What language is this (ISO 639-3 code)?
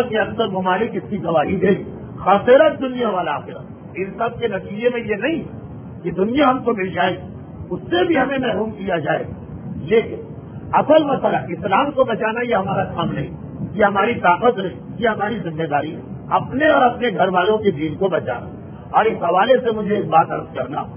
urd